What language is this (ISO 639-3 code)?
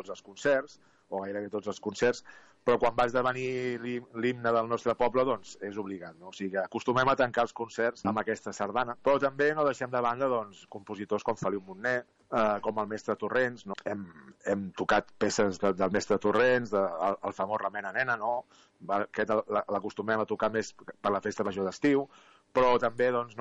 cat